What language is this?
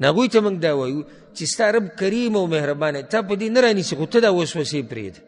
Pashto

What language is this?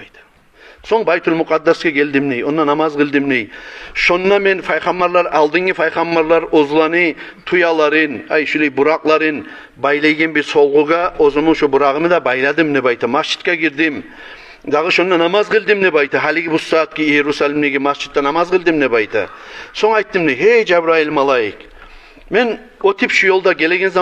Kumyk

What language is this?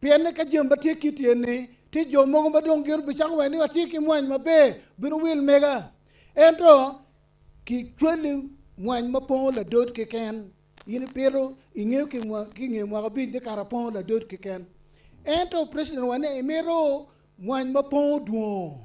Acoli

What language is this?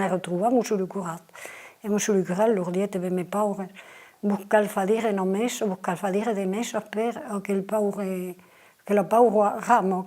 Occitan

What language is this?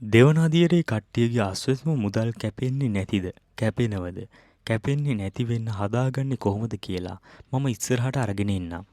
Sinhala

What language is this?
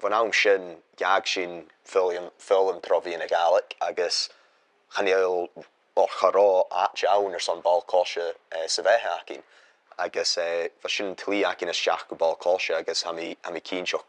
Scottish Gaelic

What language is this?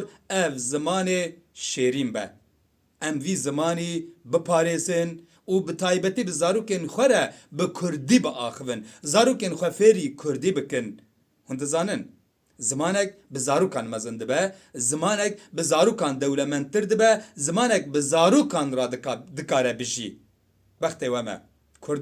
Kurdish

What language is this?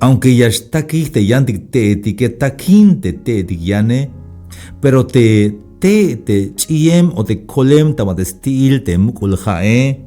Tzeltal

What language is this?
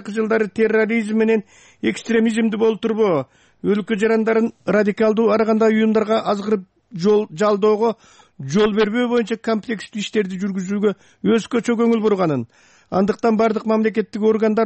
Kyrgyz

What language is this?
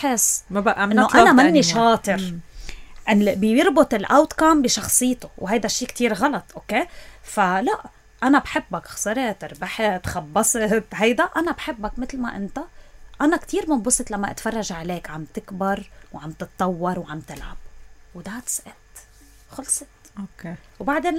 North Levantine Arabic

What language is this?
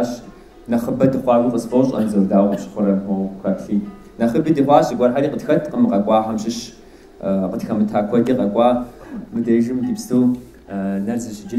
Kabardian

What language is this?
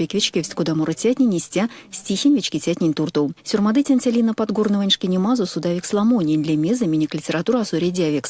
Erzya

